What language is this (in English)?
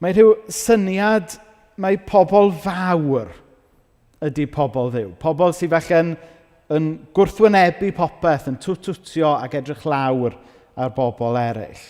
Welsh